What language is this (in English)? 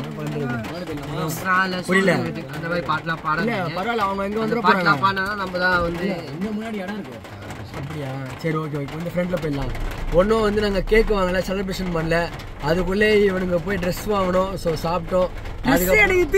Tamil